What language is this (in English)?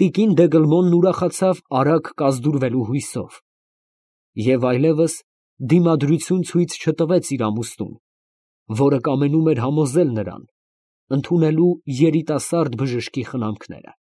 Armenian